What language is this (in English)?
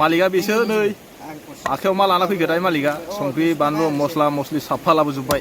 Bodo